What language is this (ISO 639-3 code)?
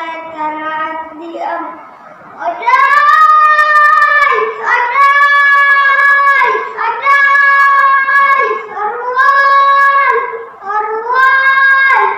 dtp